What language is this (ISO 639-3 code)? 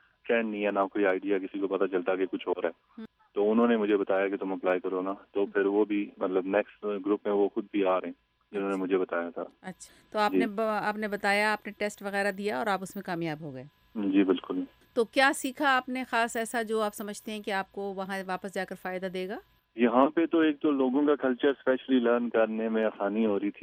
urd